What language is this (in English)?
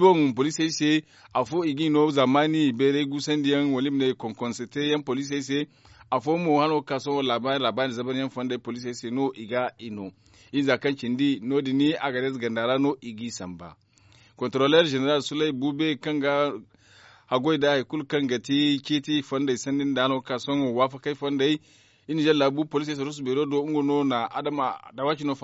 Zarma